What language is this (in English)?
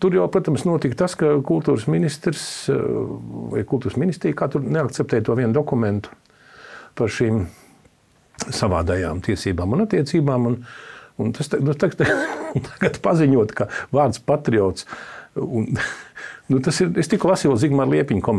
Latvian